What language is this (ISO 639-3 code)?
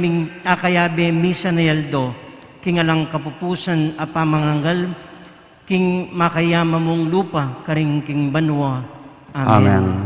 pam